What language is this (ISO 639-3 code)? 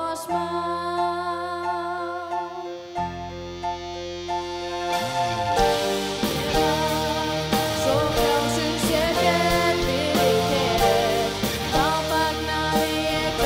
isl